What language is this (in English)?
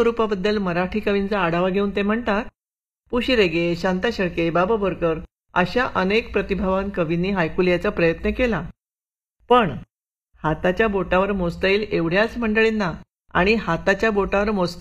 Marathi